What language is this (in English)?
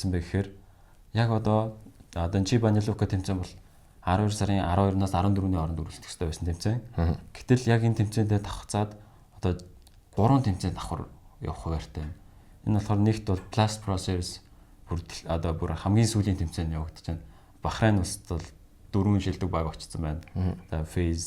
Mongolian